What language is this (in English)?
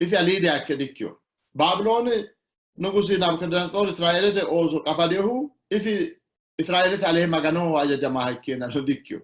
Sidamo